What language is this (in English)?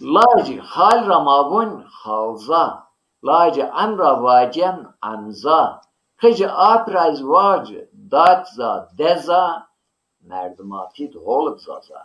Zaza